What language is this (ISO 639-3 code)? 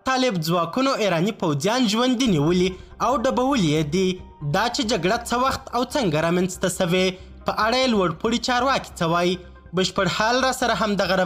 pus